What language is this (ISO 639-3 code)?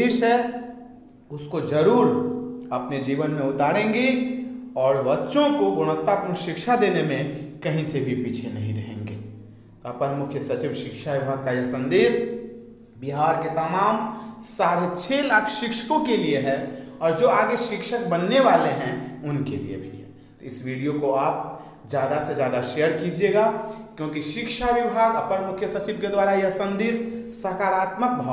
hin